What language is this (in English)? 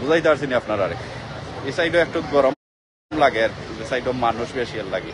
Sylheti